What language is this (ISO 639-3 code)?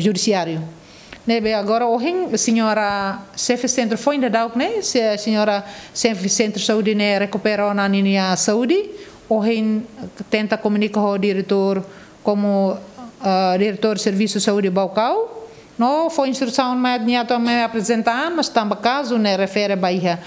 tet